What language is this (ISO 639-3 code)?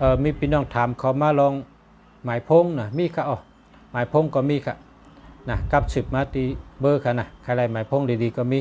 shn